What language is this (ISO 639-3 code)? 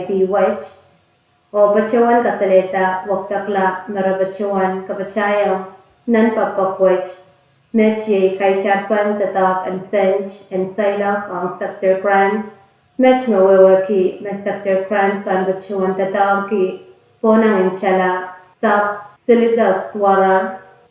pon